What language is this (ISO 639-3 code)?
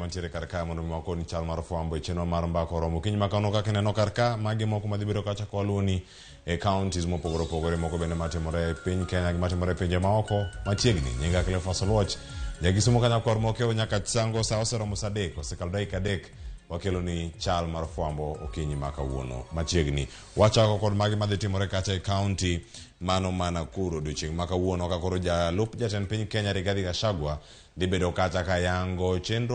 luo